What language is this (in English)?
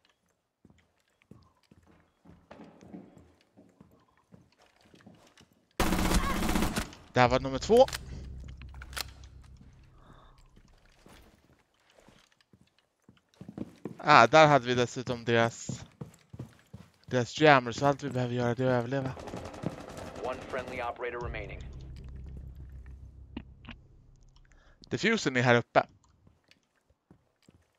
Swedish